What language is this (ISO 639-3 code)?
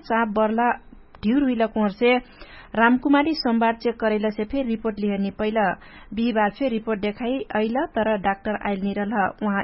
thl